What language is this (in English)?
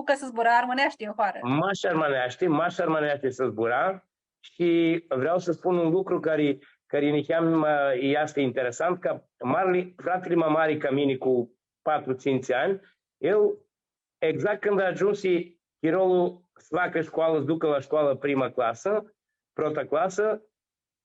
Aromanian